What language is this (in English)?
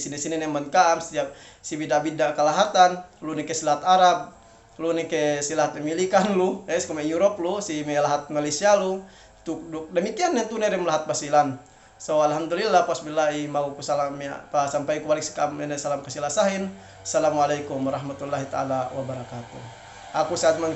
Yakan